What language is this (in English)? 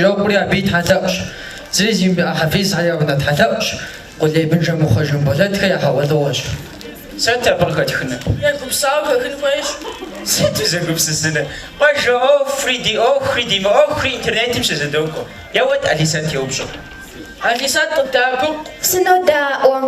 Kabardian